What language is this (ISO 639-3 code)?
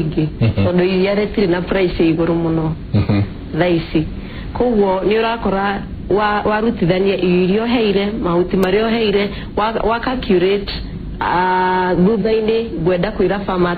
kik